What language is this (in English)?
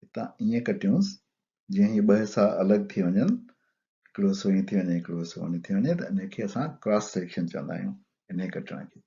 Sindhi